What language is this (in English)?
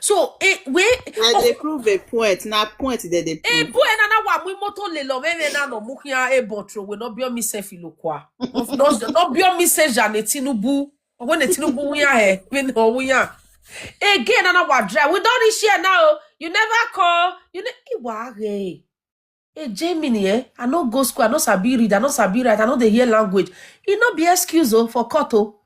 Nigerian Pidgin